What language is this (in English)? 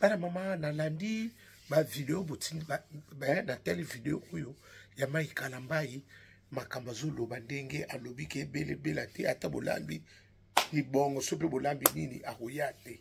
Lingala